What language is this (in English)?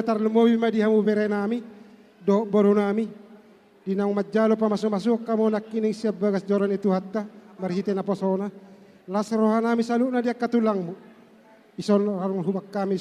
Batak Toba